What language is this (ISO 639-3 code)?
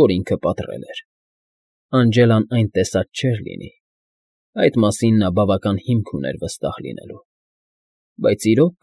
hye